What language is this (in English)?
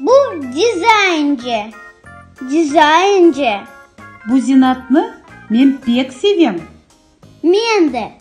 Crimean Tatar